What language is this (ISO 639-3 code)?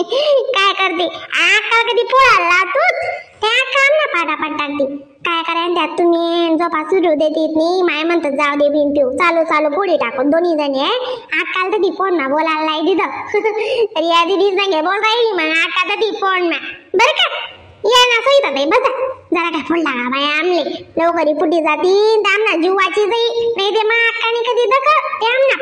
khn